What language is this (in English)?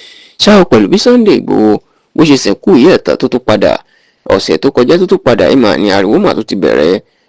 Yoruba